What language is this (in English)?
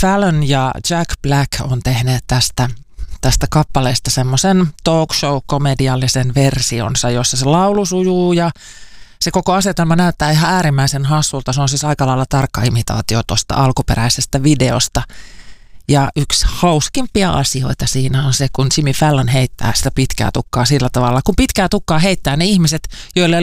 Finnish